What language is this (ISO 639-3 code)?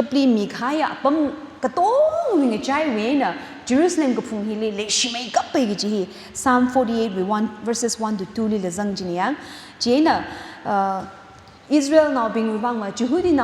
nmf